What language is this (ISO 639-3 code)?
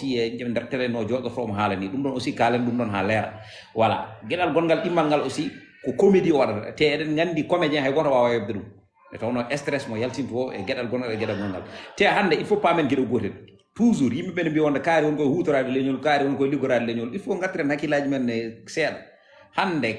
ful